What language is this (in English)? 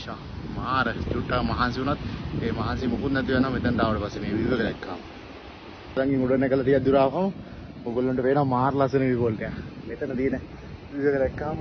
Sinhala